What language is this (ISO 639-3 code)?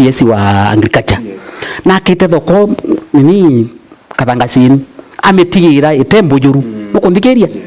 mer